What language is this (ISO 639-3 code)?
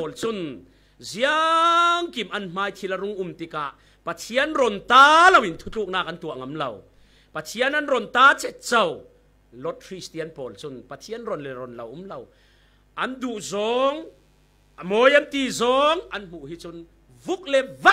cfm